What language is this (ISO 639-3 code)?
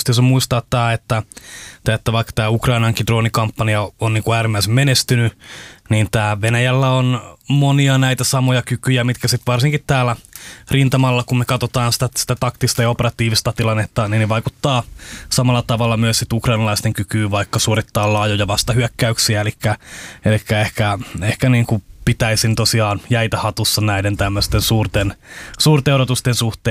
fin